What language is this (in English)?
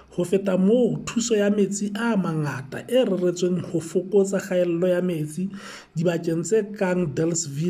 Southern Sotho